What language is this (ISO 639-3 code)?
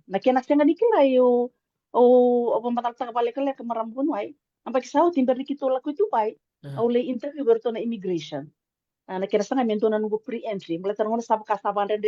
fij